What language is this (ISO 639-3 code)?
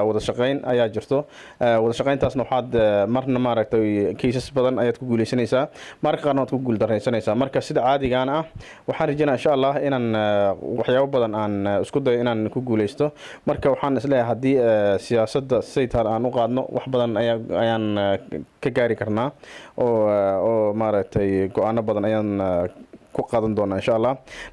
som